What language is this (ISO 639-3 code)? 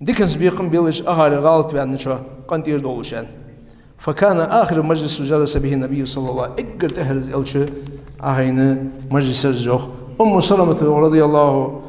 inh